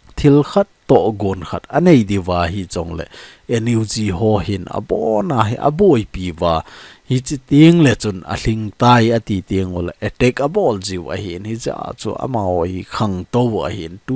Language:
Thado Chin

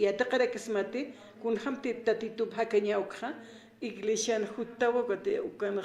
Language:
Aymara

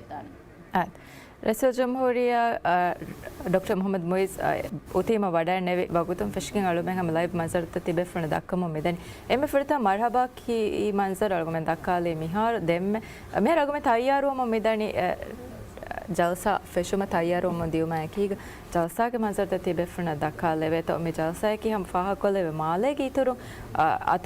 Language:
Divehi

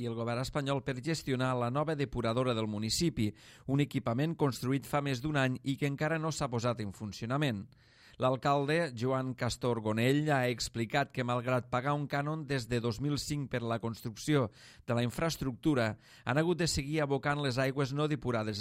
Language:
Catalan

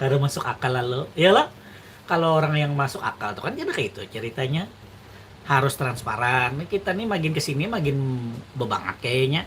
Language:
Banjar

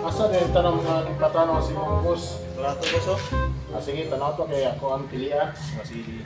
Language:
Cebuano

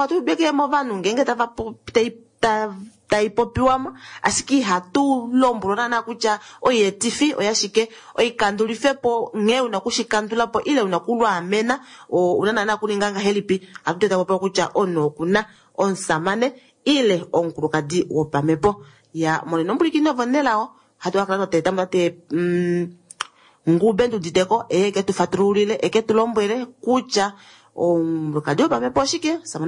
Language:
Kuanyama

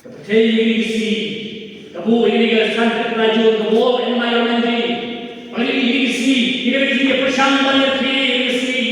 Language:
Khasi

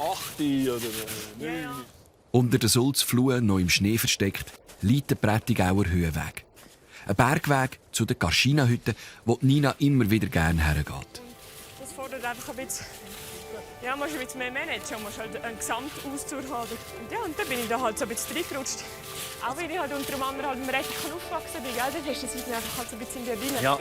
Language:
Swiss German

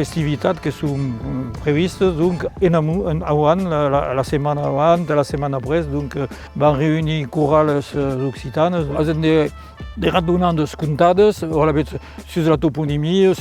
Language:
Occitan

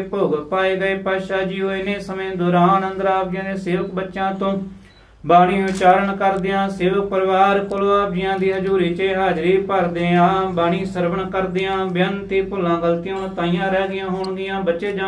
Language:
Punjabi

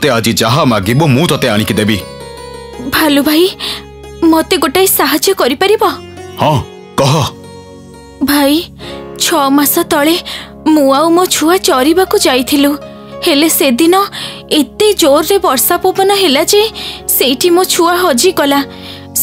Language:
Odia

